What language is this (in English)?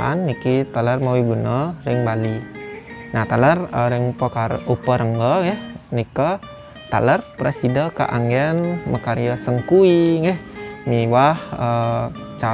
Balinese